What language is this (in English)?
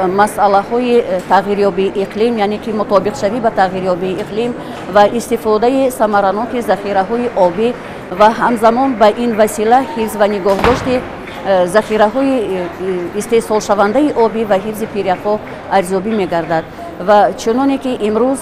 Tajik